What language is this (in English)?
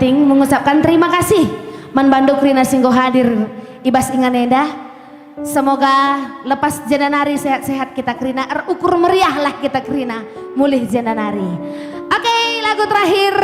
Batak Karo